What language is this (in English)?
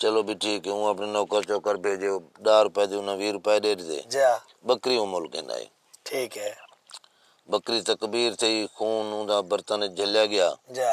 Saraiki